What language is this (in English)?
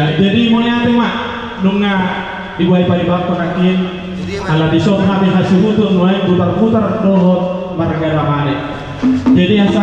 Batak Toba